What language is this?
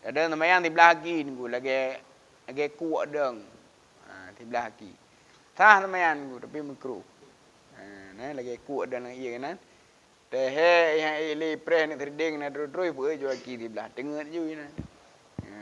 Achinese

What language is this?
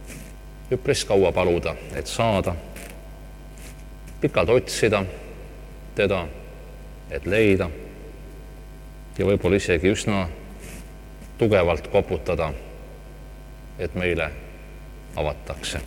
Estonian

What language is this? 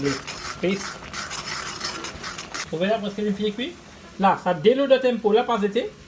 Morisyen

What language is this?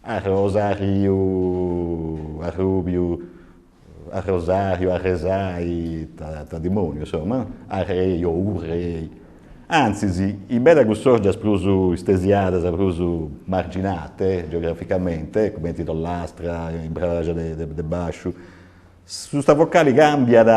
Sardinian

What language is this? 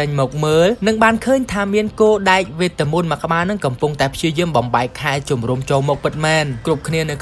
Khmer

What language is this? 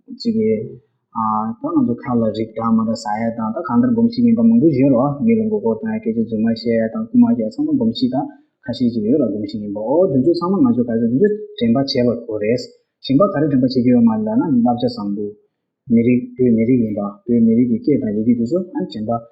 Tibetan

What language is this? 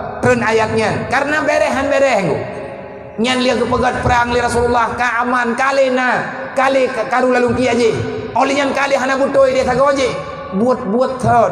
Achinese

